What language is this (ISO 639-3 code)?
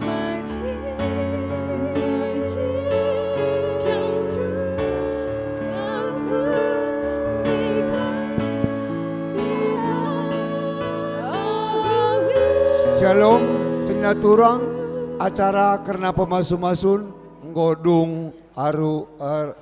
btx